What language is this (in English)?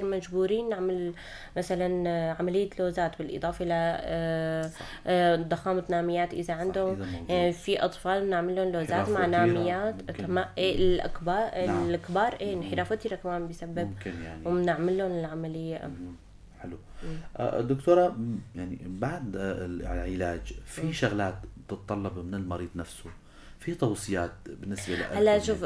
North Levantine Arabic